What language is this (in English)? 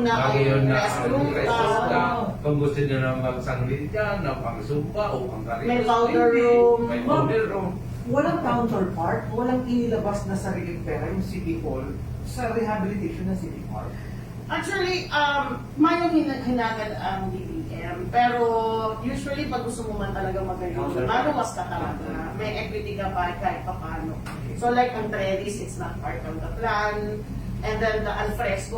Bikol